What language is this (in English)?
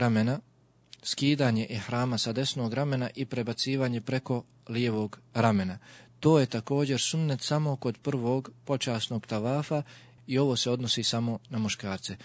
Bosnian